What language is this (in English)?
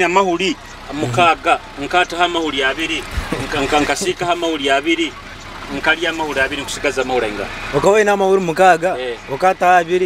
Nyoro